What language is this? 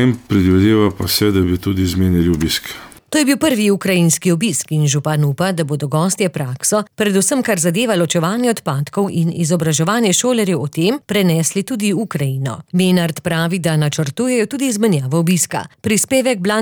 Slovenian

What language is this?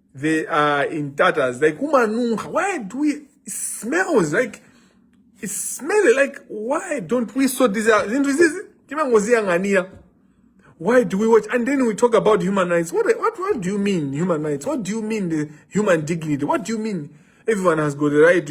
Nyanja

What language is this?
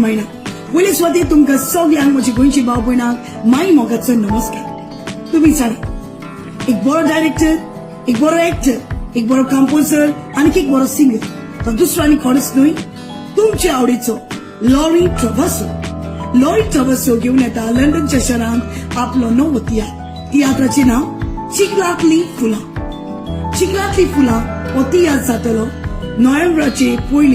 Konkani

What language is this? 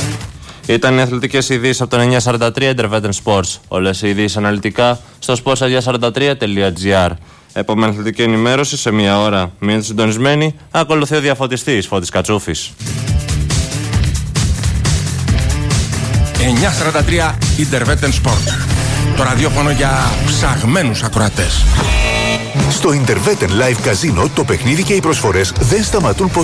Greek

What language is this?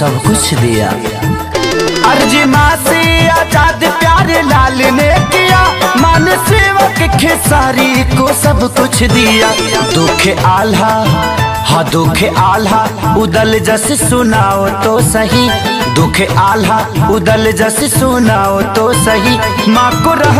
Bhojpuri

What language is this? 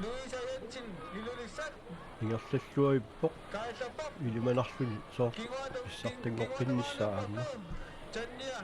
Kalaallisut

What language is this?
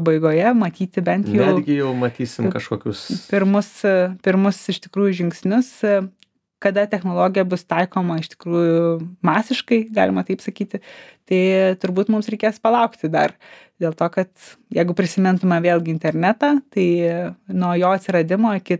Lithuanian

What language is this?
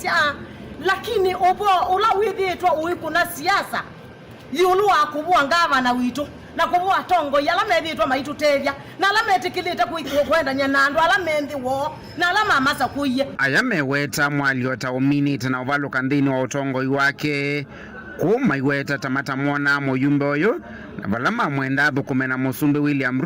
Kamba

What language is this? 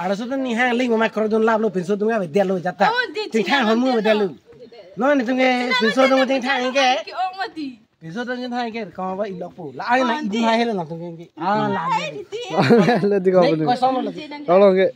Karbi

